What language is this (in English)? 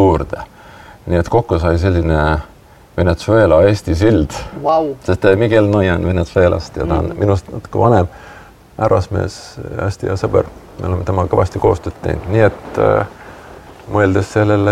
Estonian